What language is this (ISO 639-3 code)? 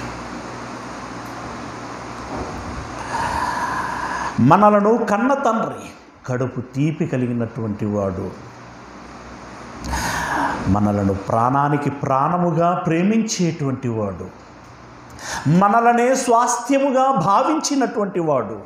tel